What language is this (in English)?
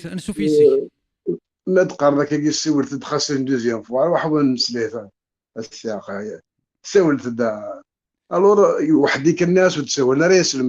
Kabyle